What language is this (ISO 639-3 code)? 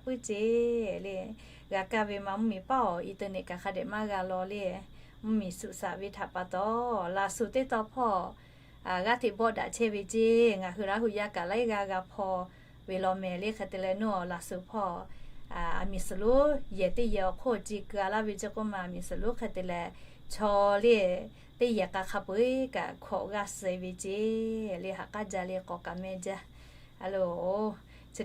lhu